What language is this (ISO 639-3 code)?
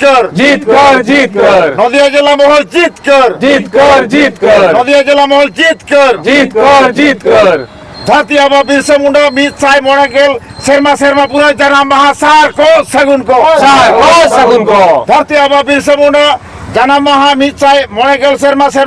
sat